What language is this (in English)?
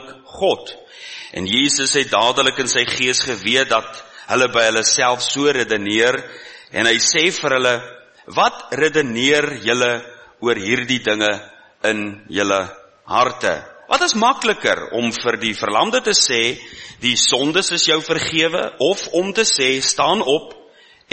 Afrikaans